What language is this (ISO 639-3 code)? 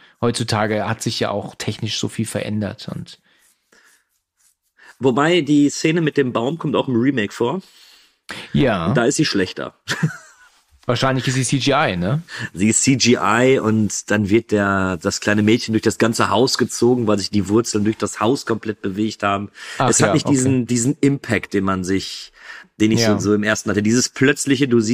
deu